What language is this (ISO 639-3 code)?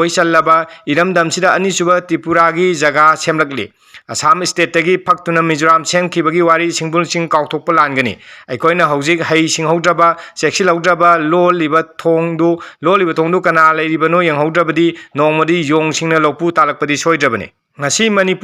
mni